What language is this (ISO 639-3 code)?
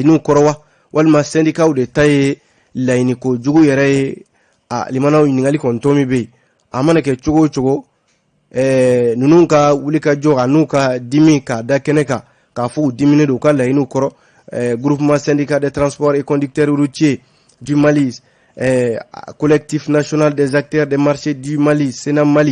bam